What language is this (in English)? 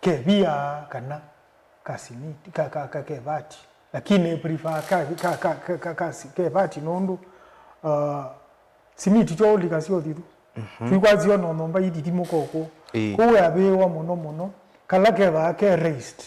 Kamba